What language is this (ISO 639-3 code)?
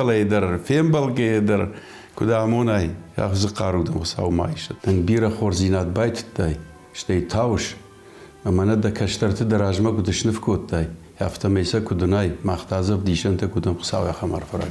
oss